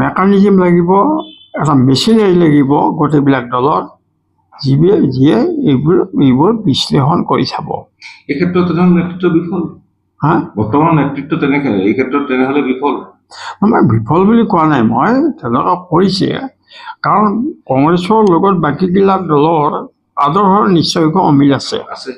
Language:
Assamese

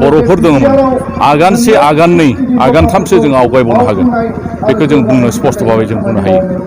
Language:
Bodo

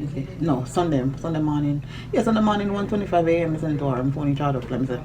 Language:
Jamaican Creole English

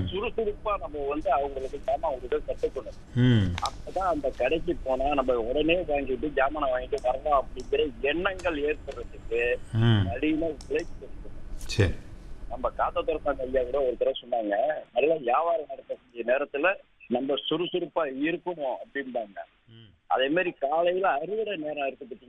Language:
Tamil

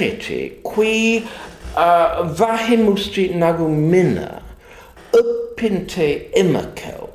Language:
Estonian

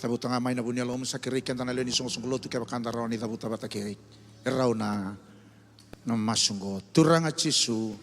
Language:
Fijian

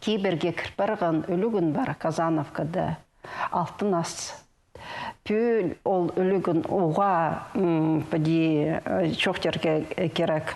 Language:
Khakas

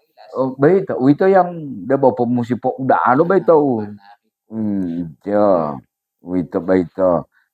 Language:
Gorontalo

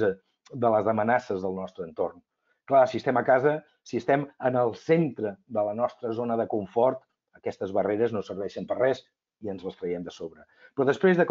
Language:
Catalan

